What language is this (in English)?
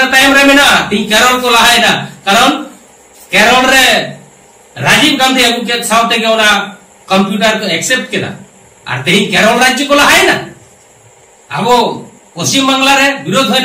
Santali